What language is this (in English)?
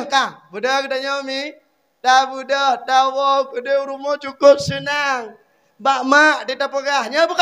Achinese